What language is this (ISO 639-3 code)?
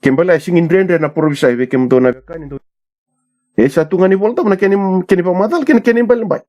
fij